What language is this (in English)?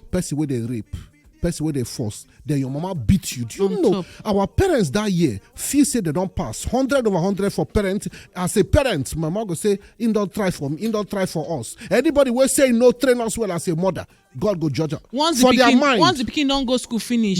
Nigerian Pidgin